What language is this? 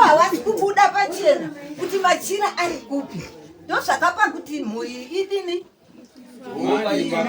Shona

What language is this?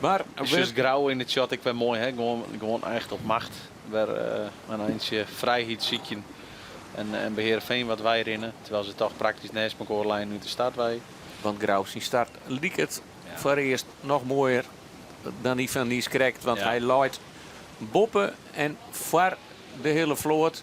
Western Frisian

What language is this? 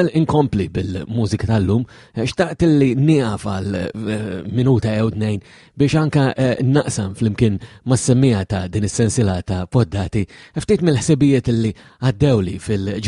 Maltese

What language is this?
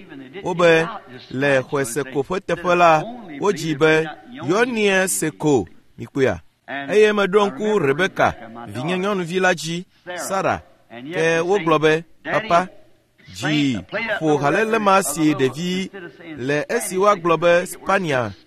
Ewe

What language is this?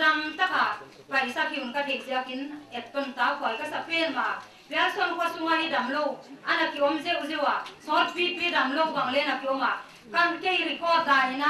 Paite Chin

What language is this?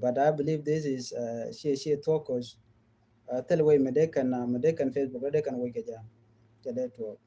Nuer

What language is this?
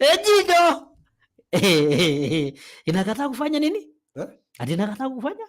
Masai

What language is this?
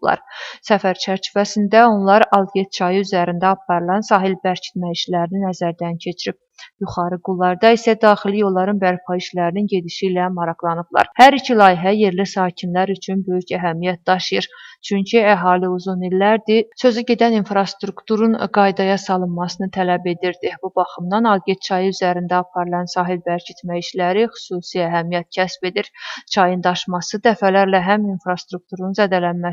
Azerbaijani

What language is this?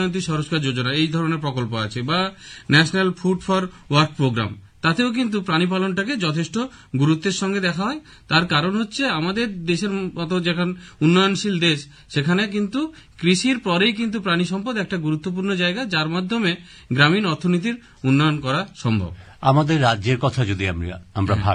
Bangla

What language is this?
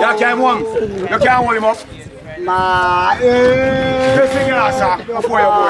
Jamaican Creole English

